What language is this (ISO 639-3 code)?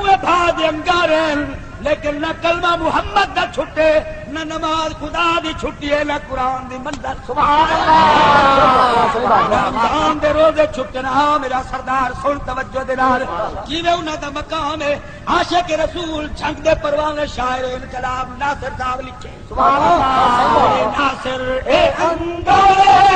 skr